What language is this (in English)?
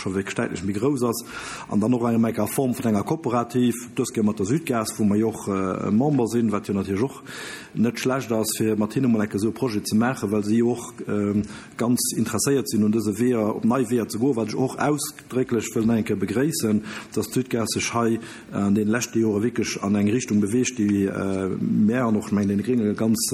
Luxembourgish